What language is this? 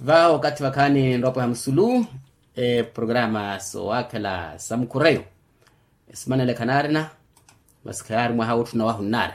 Makhuwa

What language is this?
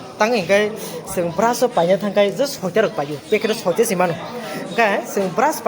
Kok Borok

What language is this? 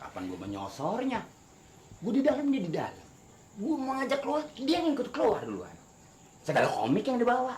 Betawi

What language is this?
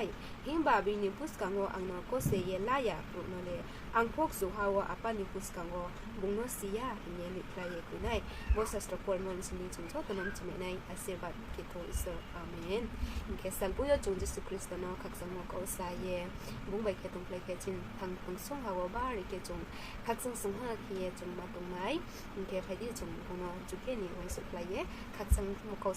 Riang (India)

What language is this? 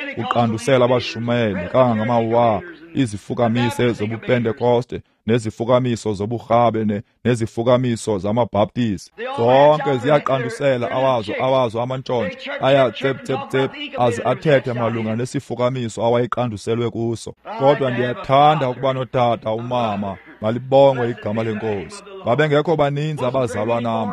Xhosa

